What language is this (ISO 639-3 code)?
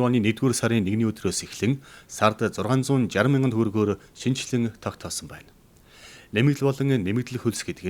mon